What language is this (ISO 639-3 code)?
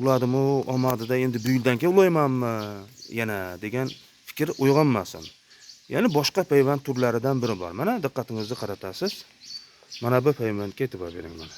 uzb